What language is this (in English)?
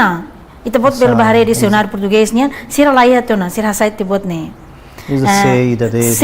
Tetum